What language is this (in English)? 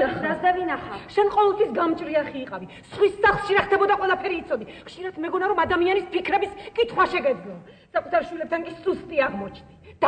Georgian